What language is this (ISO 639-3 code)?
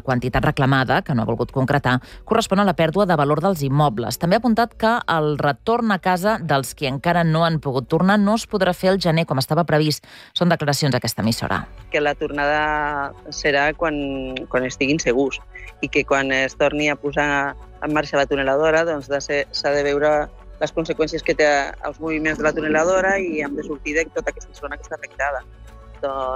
cat